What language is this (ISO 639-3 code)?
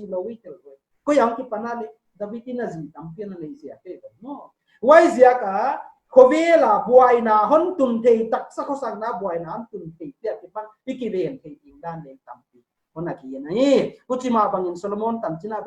pck